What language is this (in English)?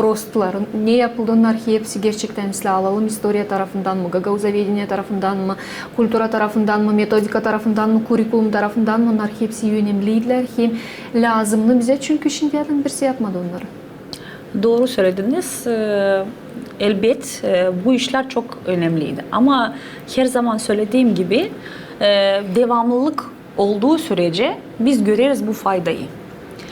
Gagauz